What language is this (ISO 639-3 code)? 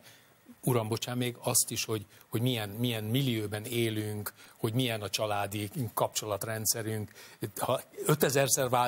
hun